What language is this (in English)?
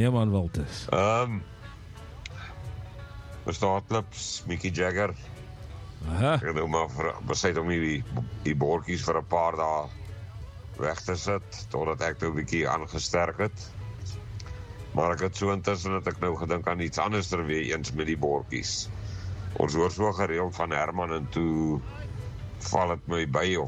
Afrikaans